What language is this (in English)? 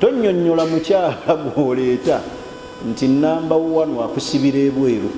Ganda